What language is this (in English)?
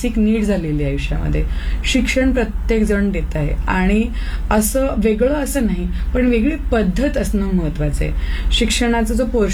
Marathi